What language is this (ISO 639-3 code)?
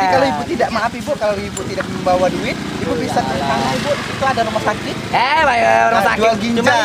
mui